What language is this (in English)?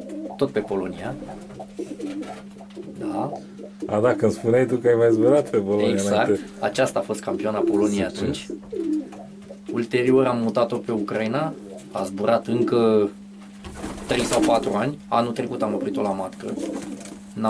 Romanian